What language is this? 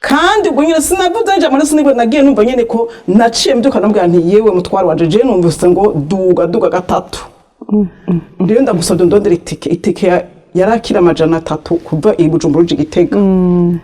Rundi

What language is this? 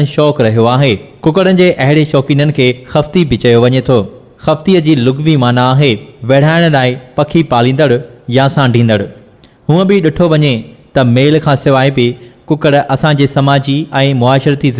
Sindhi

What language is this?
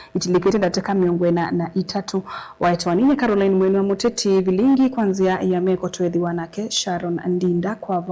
Kamba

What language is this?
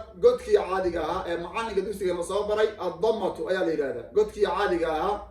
Somali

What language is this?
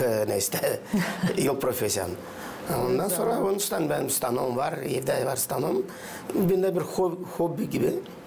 Gagauz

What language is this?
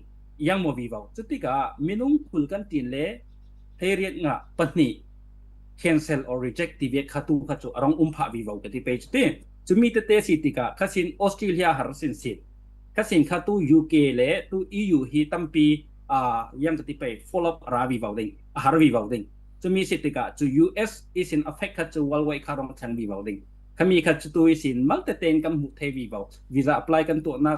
Falam Chin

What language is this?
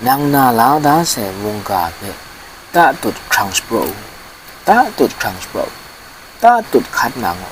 Kachin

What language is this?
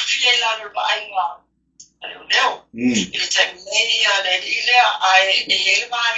Samoan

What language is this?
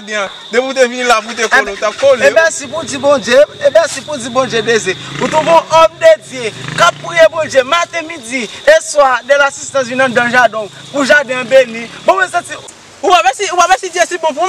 Haitian Creole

